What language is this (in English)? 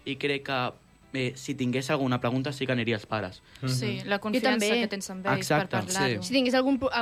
Catalan